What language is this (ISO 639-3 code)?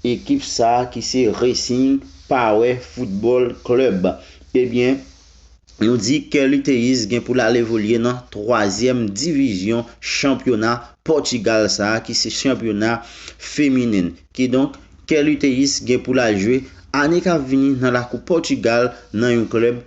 hat